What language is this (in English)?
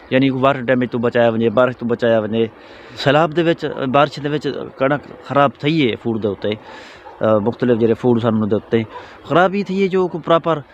Saraiki